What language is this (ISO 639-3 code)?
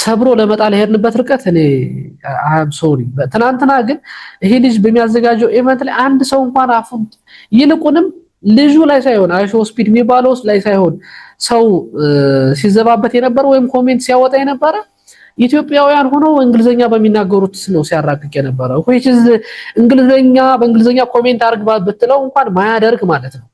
amh